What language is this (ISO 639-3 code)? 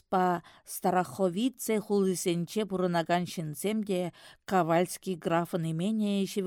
chv